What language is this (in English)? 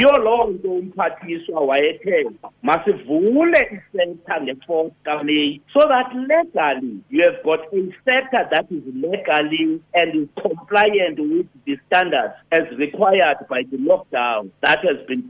Xhosa